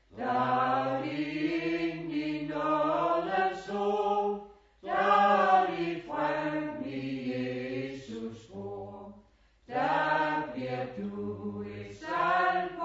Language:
Danish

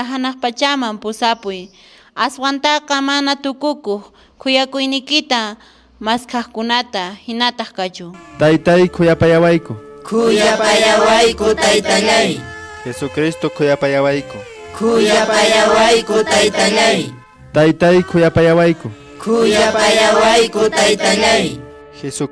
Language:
Quechua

